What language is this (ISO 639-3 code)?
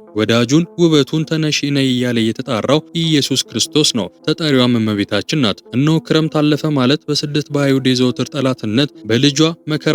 amh